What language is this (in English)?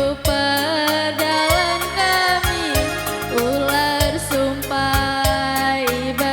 Batak Karo